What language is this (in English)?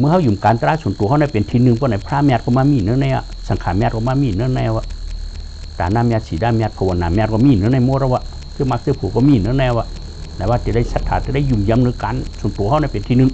Shan